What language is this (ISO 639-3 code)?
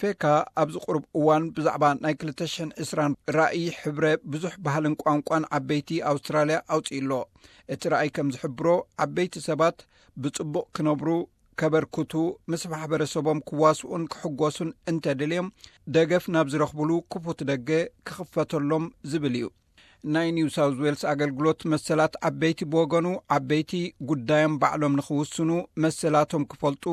tir